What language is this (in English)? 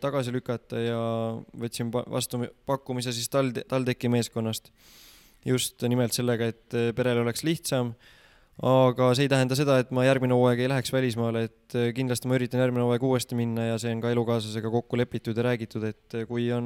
Estonian